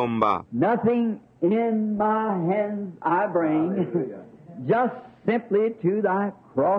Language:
Bemba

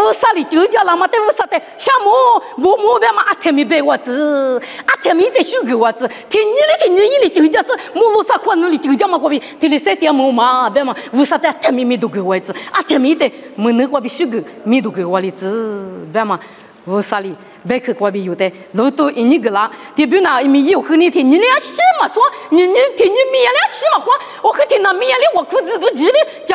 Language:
Lisu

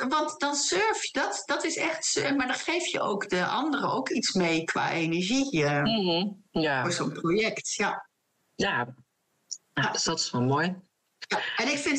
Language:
Dutch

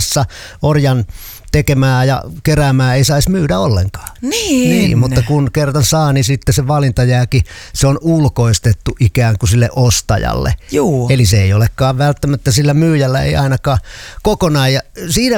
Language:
Finnish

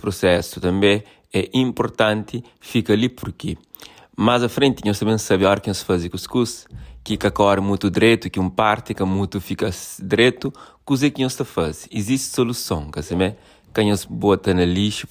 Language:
Kabuverdianu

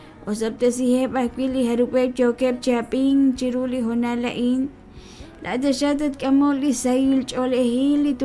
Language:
Kekchí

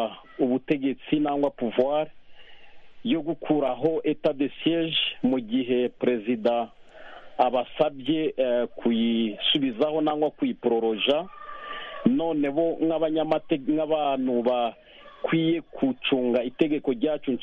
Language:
Kinyarwanda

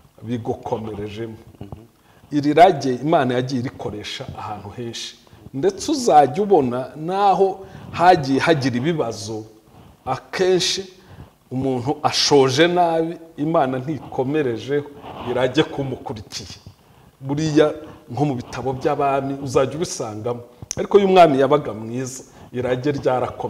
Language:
Kinyarwanda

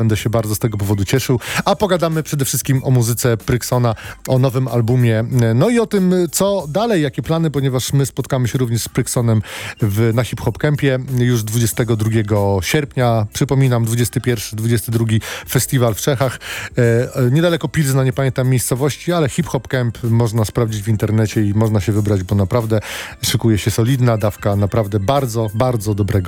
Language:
Polish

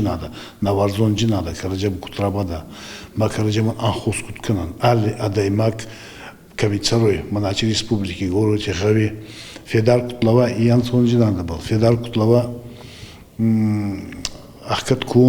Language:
Ossetic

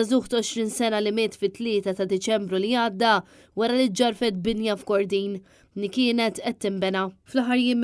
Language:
Maltese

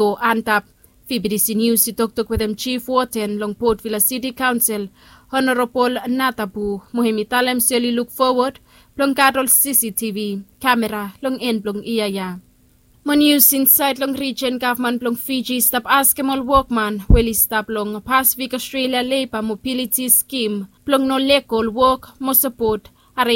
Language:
Bislama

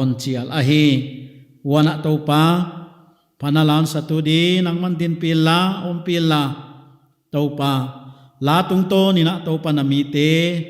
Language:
Paite Chin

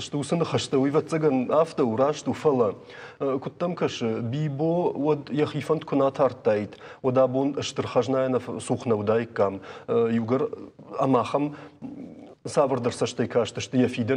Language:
Ossetic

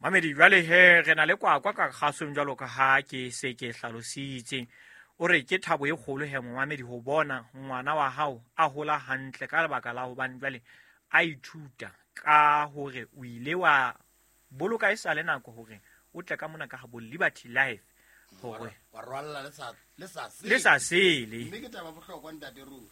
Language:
Southern Sotho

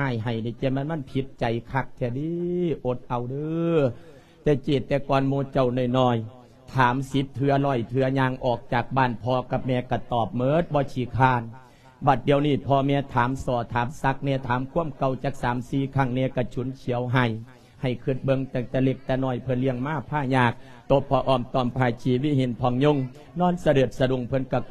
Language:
Lao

